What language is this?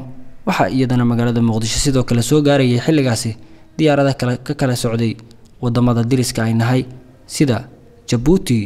Somali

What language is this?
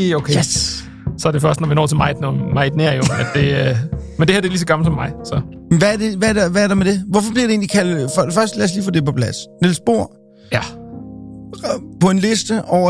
Danish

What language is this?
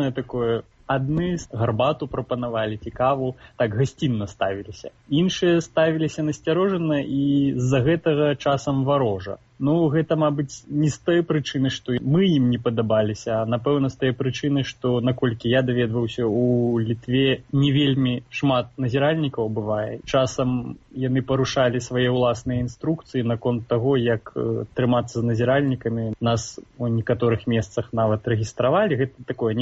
Belarusian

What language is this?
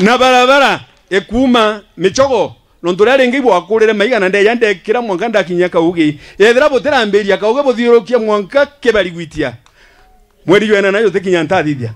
Meru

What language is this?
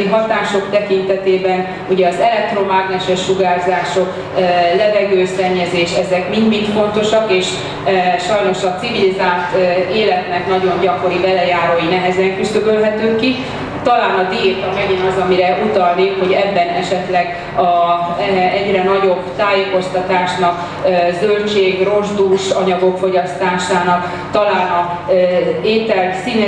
Hungarian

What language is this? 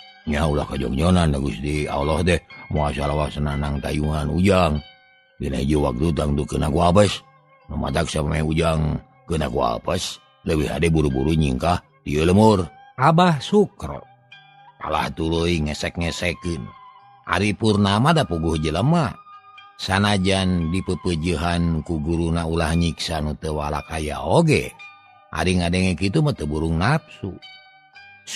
Sundanese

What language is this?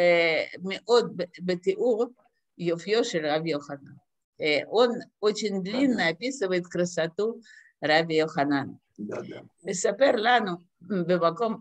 Russian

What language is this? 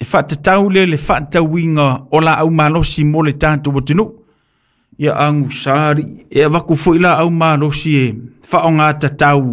Samoan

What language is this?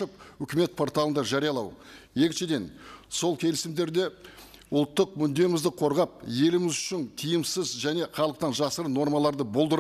Kazakh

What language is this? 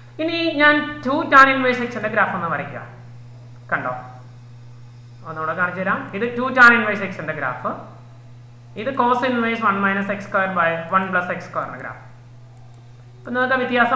Malayalam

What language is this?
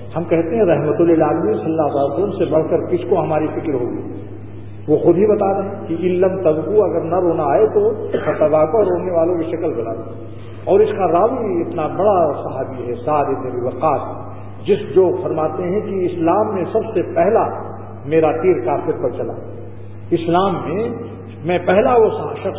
Urdu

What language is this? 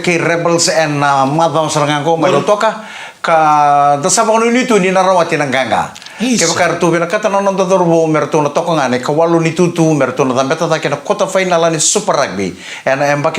Fijian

